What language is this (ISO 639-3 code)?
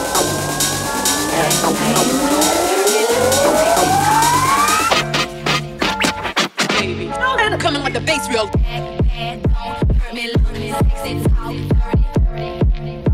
eng